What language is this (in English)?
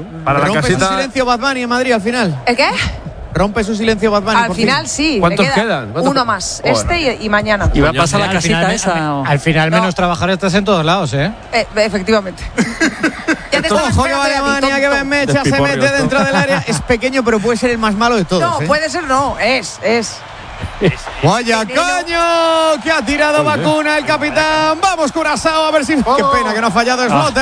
Spanish